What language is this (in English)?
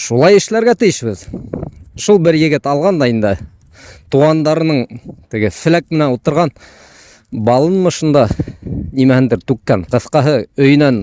Bashkir